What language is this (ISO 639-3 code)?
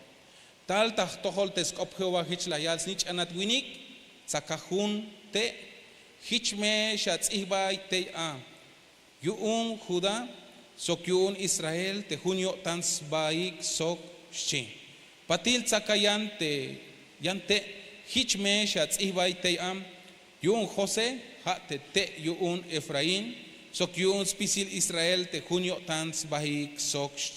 tzh